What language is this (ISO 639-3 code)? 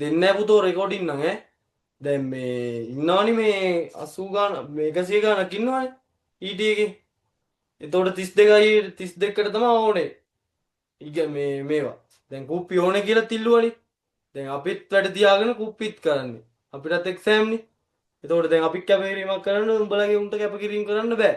sin